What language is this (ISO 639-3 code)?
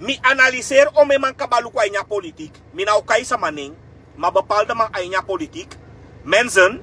srn